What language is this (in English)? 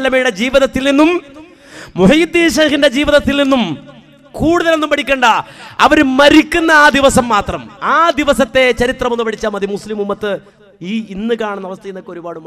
Malayalam